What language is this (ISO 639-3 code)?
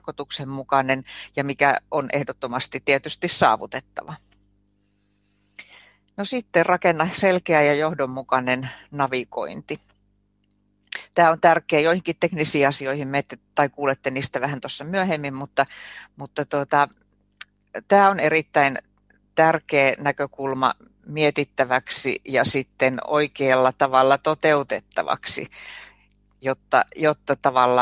fin